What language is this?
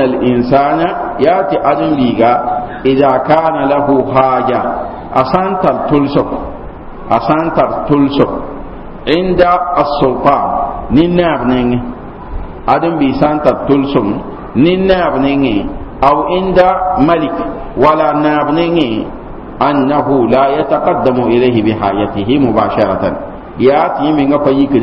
Mossi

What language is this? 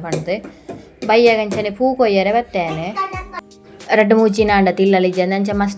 Tulu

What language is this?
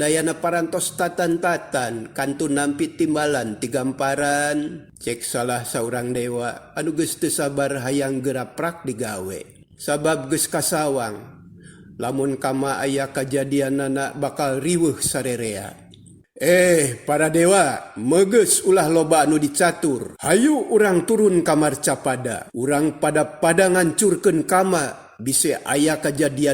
Sundanese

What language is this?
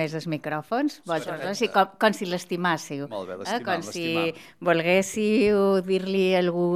Catalan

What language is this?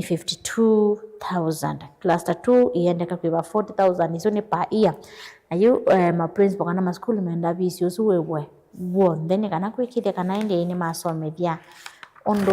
Kamba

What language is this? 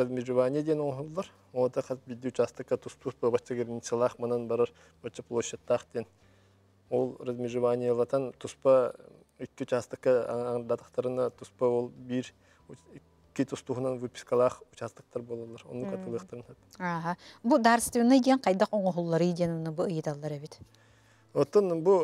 Yakut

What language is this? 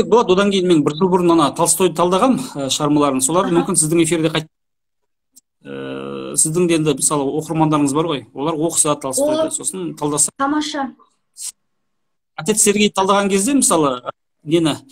Kazakh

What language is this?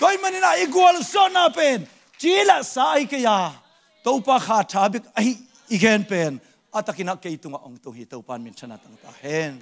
Tedim Chin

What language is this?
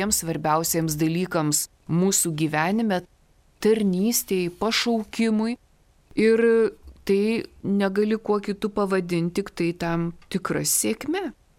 Lithuanian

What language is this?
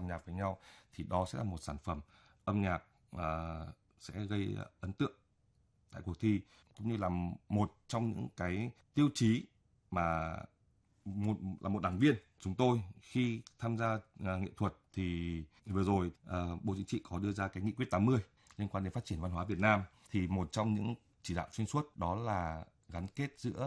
Vietnamese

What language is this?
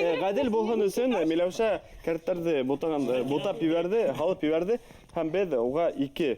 Bashkir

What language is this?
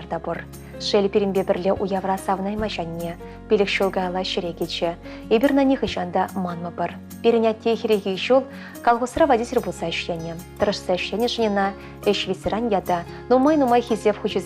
Chuvash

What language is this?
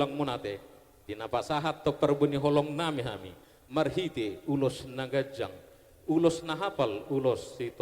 Batak Toba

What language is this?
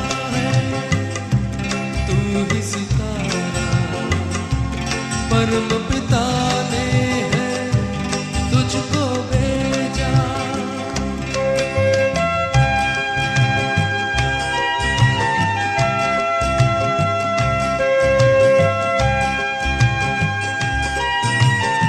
Hindi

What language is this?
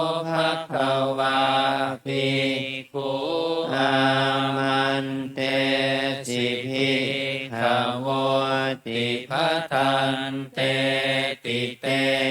Pali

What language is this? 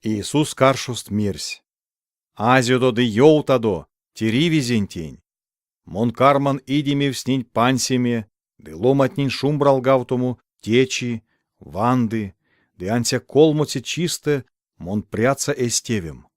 Erzya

